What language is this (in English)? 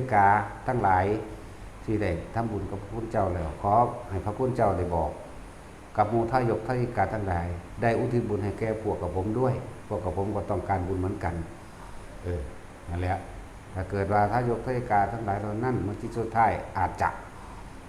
Northeastern Thai